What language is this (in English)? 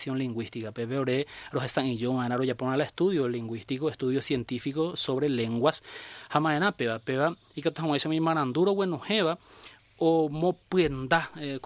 Guarani